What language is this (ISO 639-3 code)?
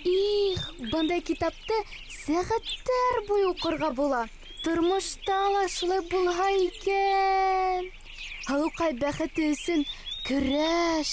bak